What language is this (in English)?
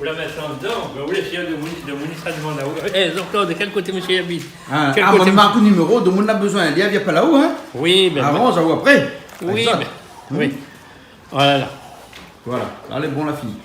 Réunion Creole French